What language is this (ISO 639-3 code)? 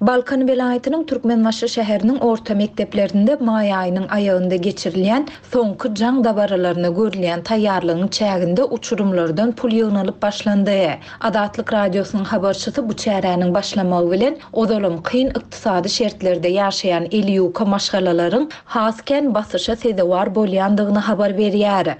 tuk